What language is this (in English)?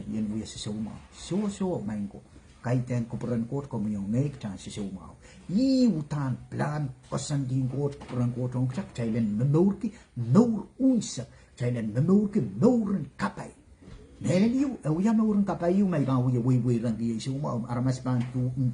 Pohnpeian